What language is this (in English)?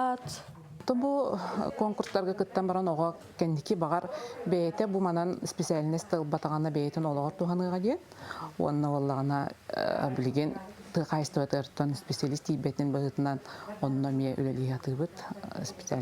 Yakut